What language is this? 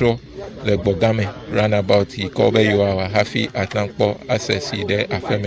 Ewe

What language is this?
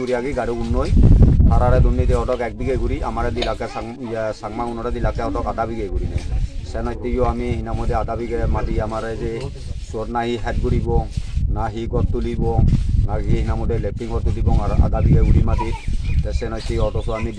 Chakma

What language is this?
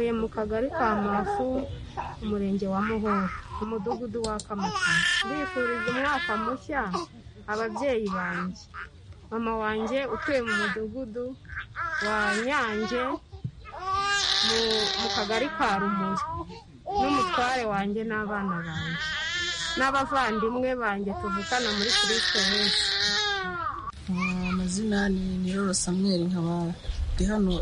Kinyarwanda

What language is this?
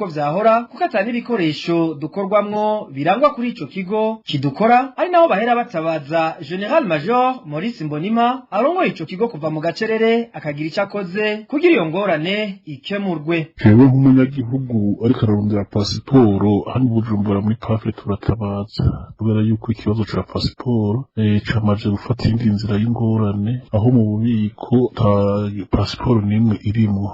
Rundi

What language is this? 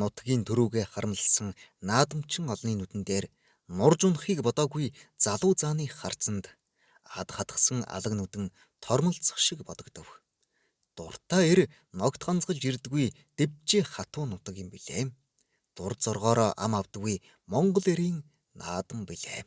Mongolian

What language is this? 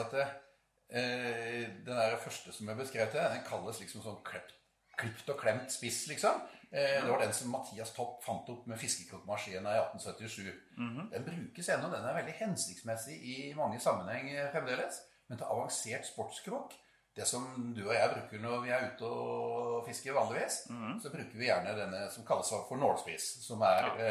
Norwegian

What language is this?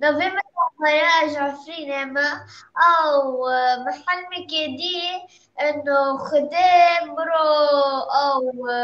Kurdish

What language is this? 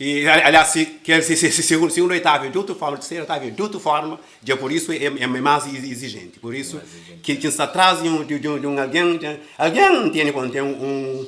Kabuverdianu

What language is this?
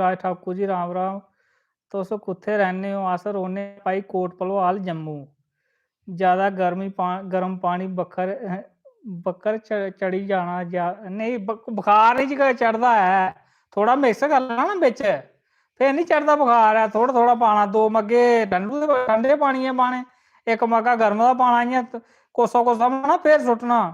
Dogri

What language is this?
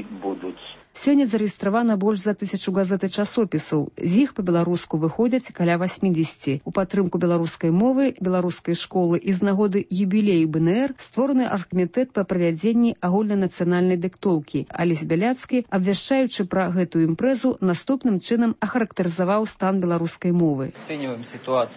Belarusian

